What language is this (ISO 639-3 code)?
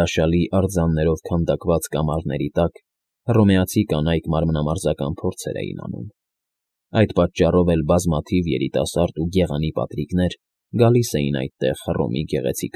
hye